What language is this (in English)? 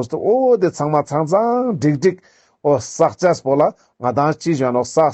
Ladakhi